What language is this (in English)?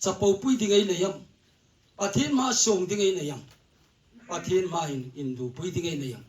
Hmar